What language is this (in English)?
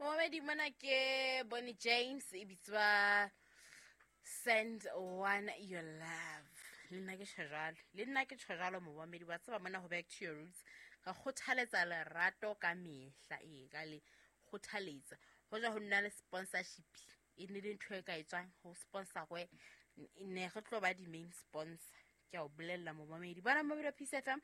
Southern Sotho